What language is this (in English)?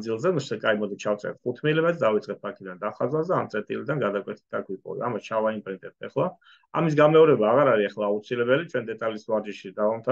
Georgian